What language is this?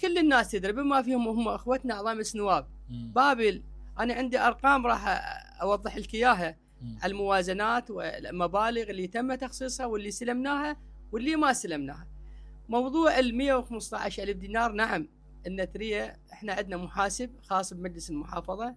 Mesopotamian Arabic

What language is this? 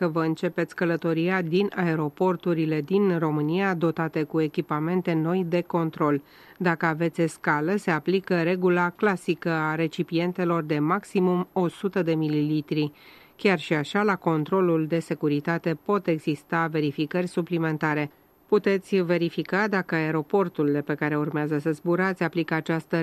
Romanian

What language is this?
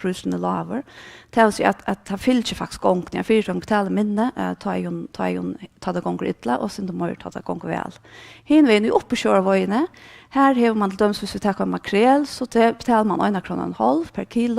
Faroese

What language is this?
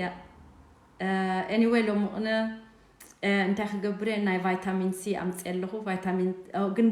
Tigrinya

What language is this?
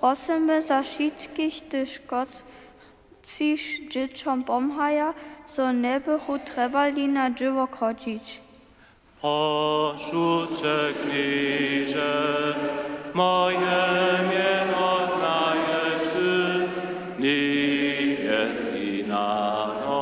Upper Sorbian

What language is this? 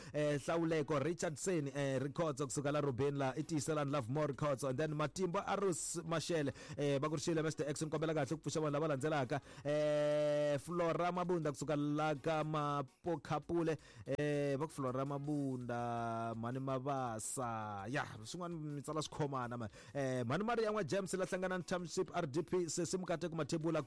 Tsonga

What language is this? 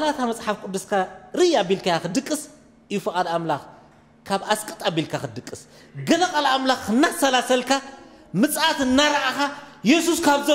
Tigrinya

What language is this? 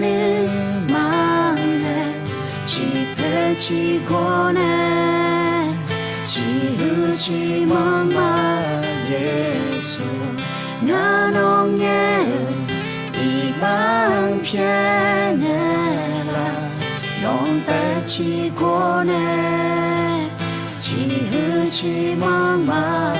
Akha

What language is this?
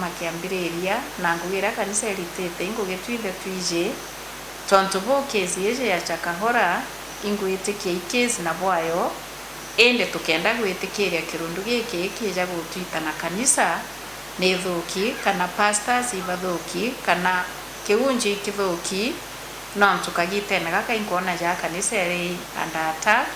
Meru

